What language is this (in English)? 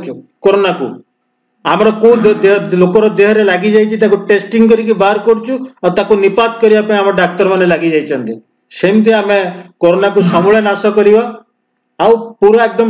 Odia